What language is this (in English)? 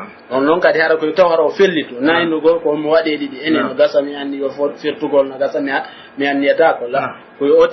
Pular